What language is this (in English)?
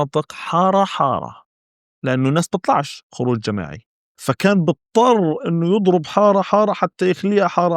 North Levantine Arabic